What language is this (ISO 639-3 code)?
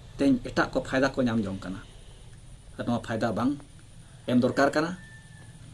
sat